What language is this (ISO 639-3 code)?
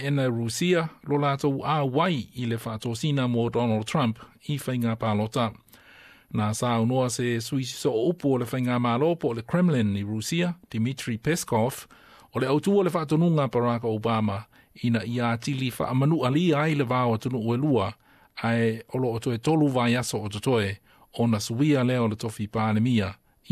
smo